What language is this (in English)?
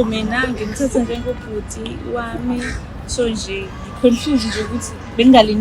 Zulu